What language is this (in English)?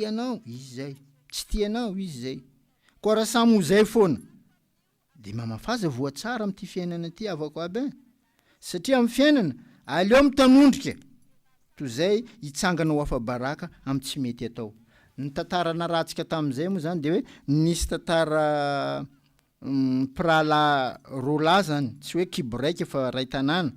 Malagasy